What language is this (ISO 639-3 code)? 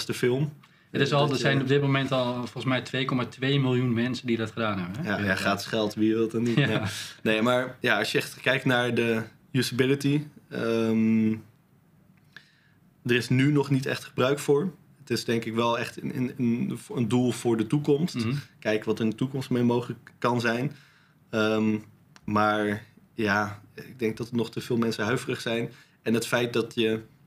nld